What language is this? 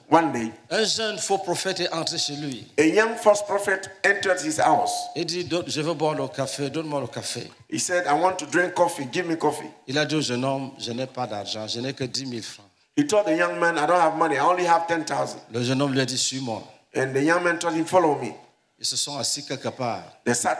French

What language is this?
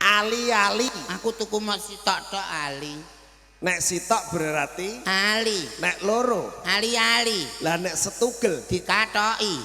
Javanese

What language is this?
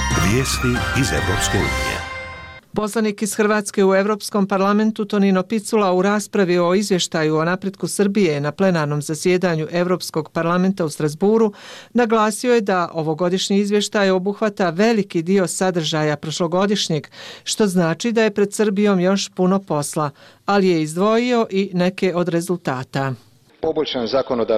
Bosnian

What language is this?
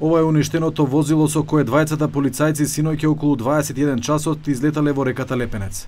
Macedonian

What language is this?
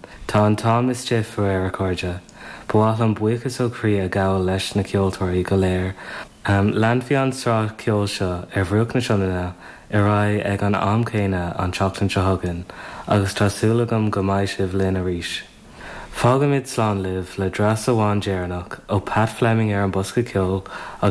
Irish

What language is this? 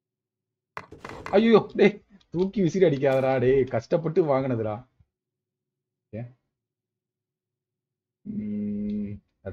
Tamil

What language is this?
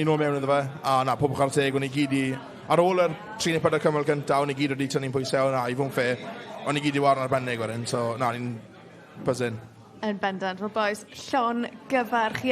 Welsh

